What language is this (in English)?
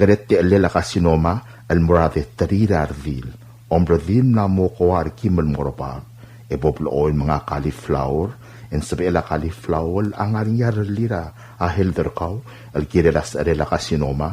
Palauan